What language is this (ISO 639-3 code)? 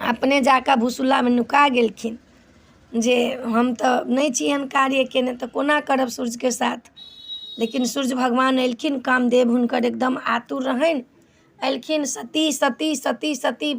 mai